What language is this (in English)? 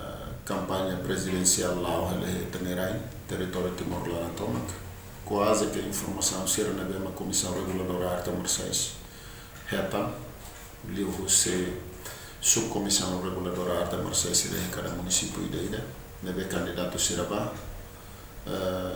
Tetum